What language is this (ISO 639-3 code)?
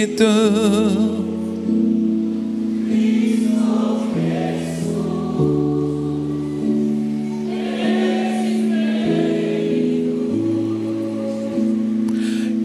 spa